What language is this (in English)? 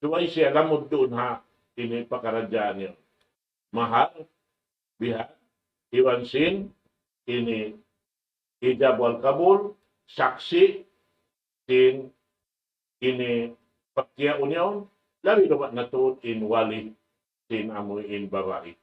Tausug